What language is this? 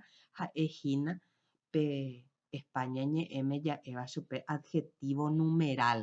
Guarani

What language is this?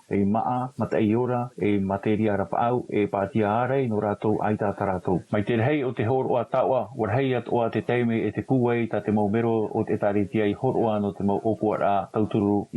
Tahitian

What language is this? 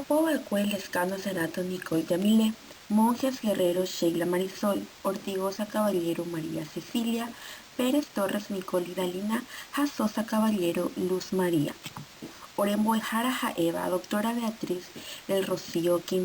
Guarani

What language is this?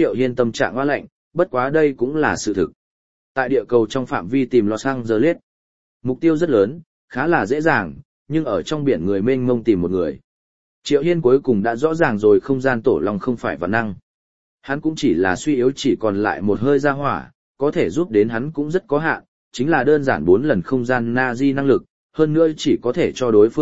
Vietnamese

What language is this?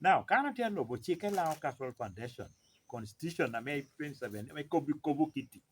Lango (Uganda)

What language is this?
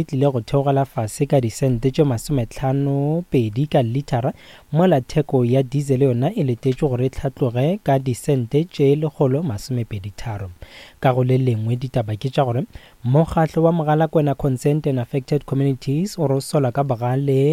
Northern Sotho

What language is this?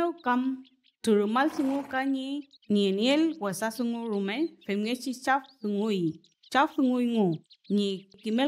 Mapuche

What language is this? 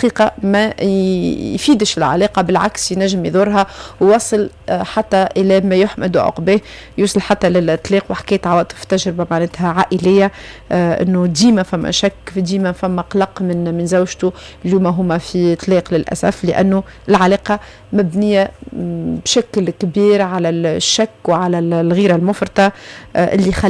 Tunisian Arabic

